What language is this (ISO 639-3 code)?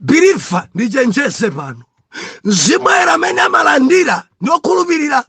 nya